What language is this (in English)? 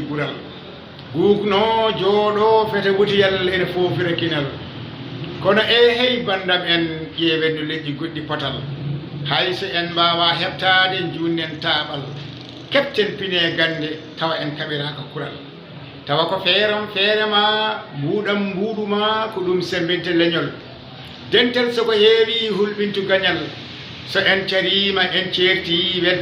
Fula